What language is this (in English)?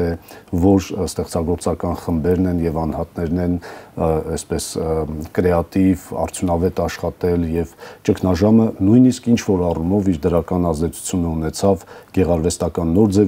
Armenian